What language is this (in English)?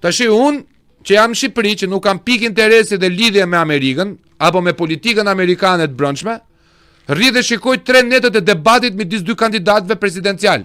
Albanian